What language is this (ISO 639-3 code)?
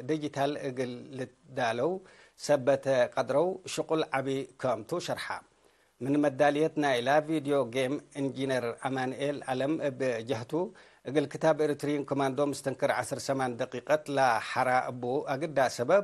tig